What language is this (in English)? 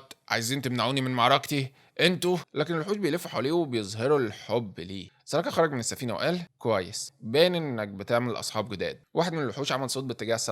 Egyptian Arabic